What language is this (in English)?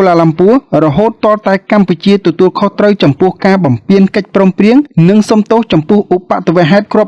Khmer